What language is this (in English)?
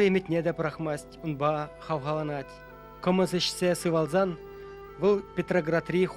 Chuvash